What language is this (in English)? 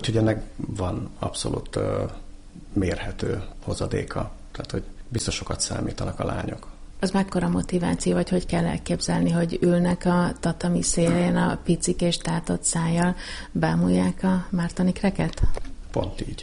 Hungarian